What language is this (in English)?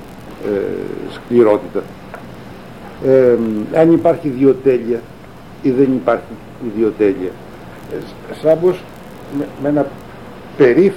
Greek